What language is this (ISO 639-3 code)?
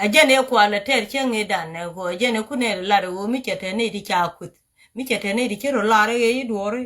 nus